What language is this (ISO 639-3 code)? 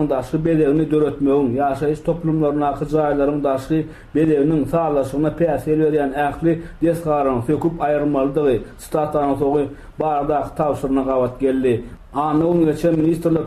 tuk